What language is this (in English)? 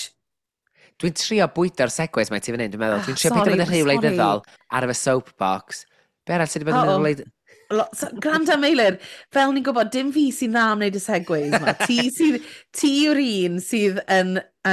Welsh